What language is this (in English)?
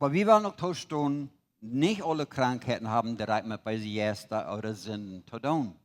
Plautdietsch